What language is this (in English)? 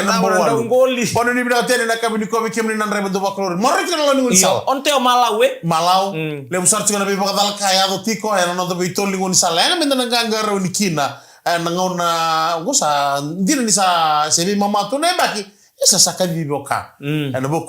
Fijian